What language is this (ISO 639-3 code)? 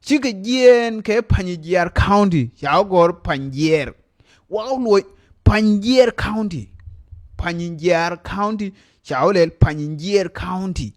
nus